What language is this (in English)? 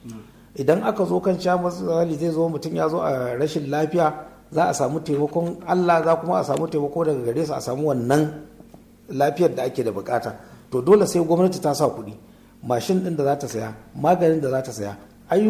Hausa